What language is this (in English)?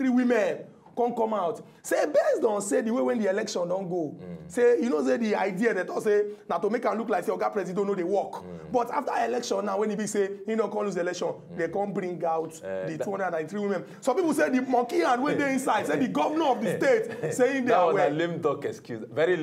Nigerian Pidgin